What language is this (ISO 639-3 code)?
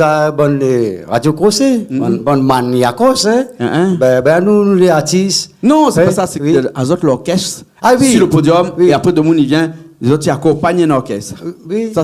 rcf